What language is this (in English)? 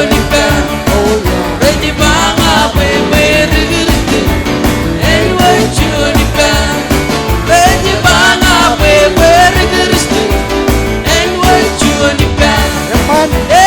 Marshallese